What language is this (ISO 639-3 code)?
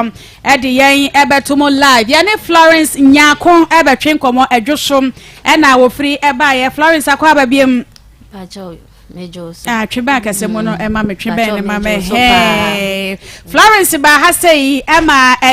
aka